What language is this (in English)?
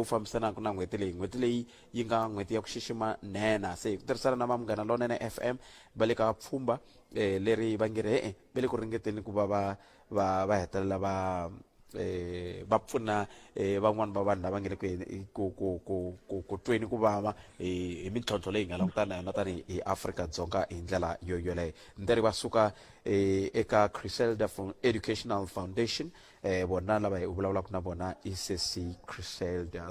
Tsonga